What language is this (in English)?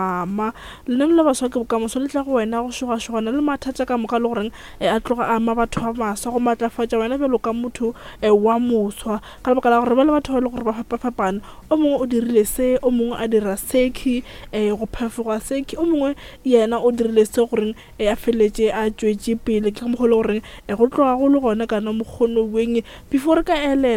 Northern Sotho